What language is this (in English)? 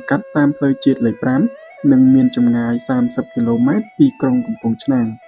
Khmer